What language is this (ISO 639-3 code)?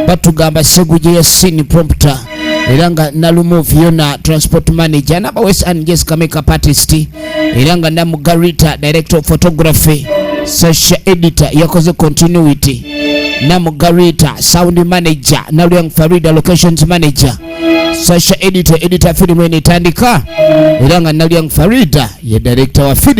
lug